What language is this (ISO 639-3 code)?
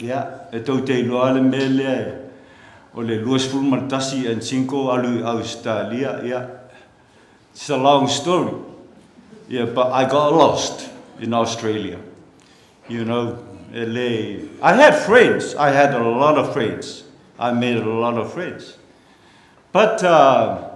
smo